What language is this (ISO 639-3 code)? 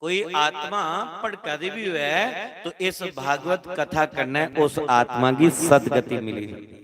doi